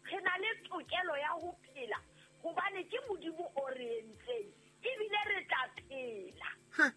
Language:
Southern Sotho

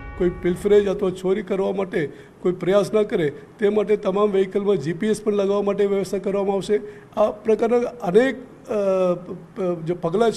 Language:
Gujarati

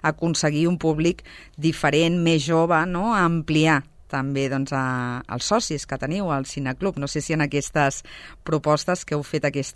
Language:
Catalan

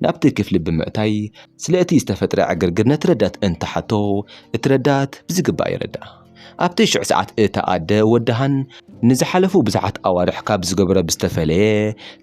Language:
Tigrinya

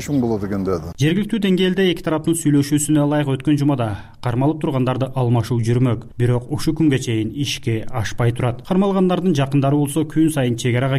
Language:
Kyrgyz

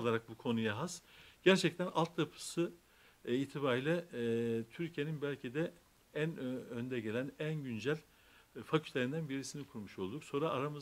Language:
Turkish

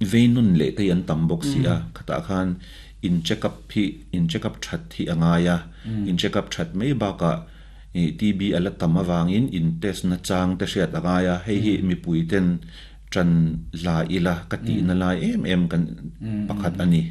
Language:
Mizo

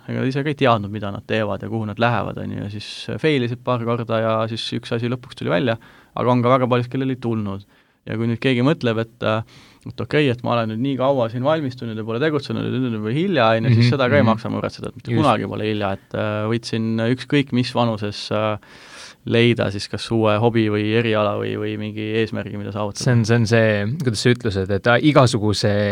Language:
Estonian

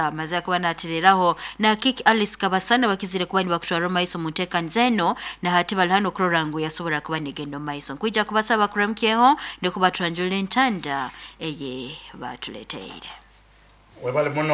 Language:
Nyoro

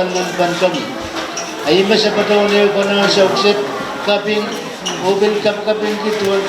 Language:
Pohnpeian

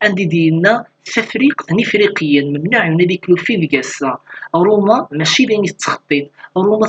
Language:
Kabyle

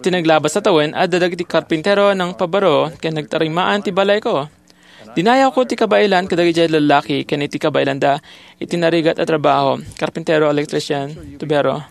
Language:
Iloko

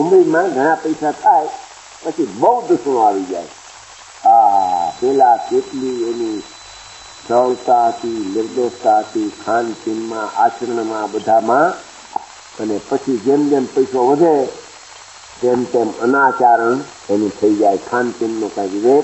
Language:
Gujarati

